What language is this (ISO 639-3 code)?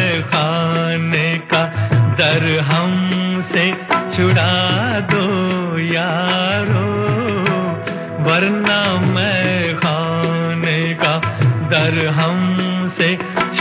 hin